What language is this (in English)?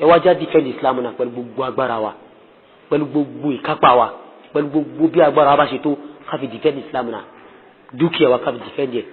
Yoruba